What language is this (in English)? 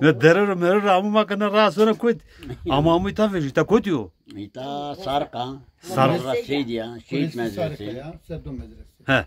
Zaza